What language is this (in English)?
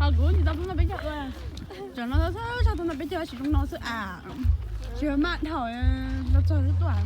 Hmong